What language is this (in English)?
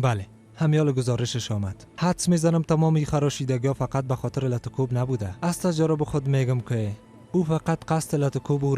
Persian